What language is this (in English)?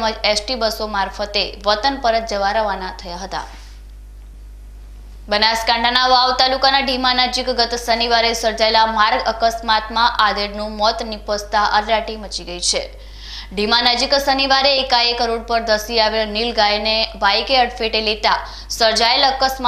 Gujarati